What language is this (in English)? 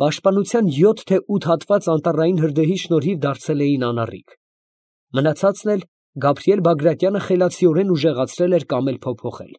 Armenian